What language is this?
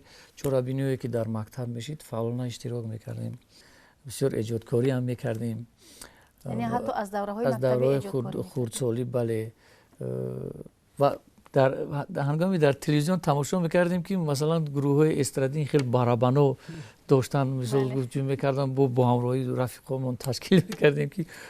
Tajik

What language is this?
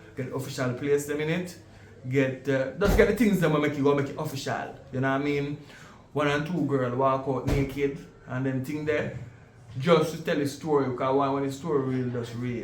Jamaican Creole English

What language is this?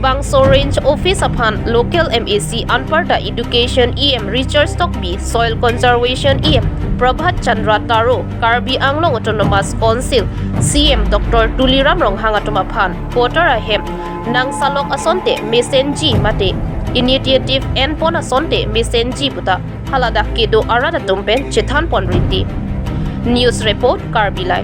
Karbi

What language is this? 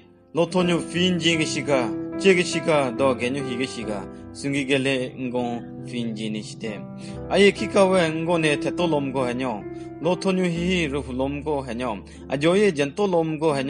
Southern Rengma Naga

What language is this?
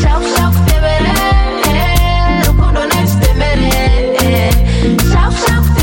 Kinyarwanda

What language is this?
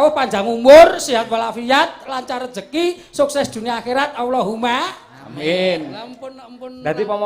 Javanese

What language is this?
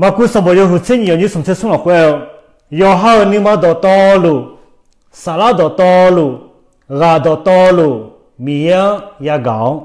Akha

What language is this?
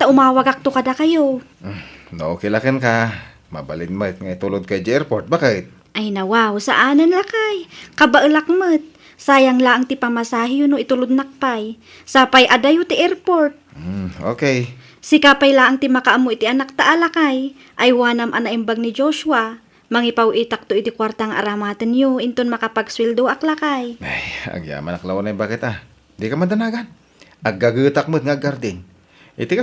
Iloko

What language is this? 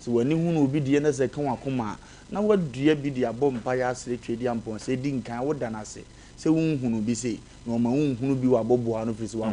Akan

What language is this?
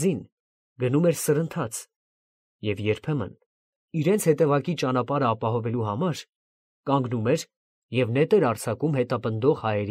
Armenian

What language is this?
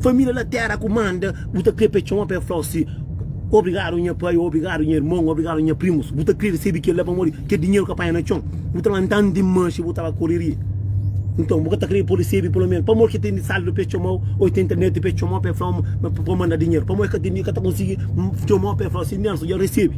Kabuverdianu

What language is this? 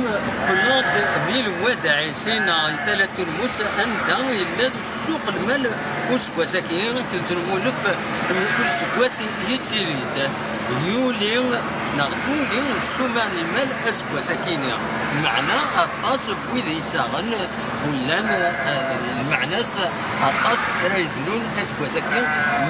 Kabyle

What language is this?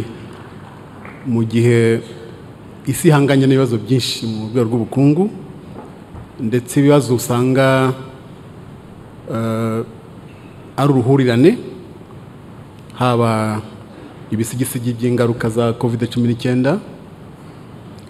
Kinyarwanda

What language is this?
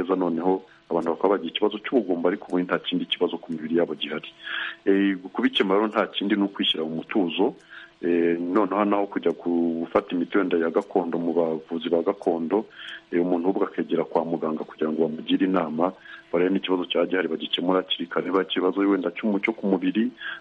Kinyarwanda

